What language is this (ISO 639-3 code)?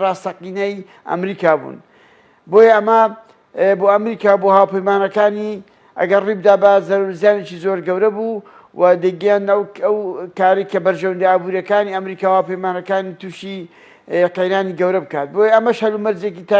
ckb